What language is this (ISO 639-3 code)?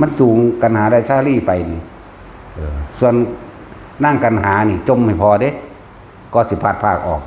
tts